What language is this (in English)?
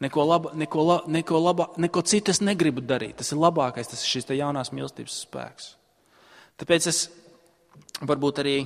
Latvian